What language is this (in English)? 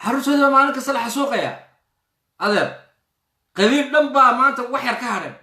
Somali